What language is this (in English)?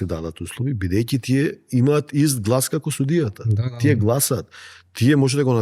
Macedonian